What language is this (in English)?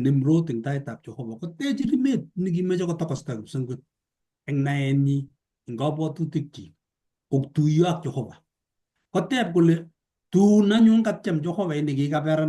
Kalenjin